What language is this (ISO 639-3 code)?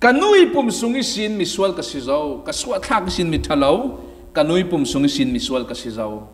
cfm